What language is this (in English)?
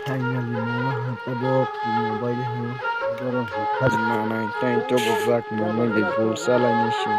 Kok Borok